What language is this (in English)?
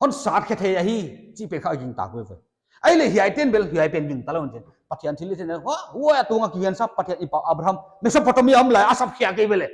Paite Chin